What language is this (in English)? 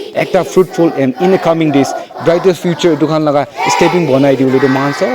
Naga Pidgin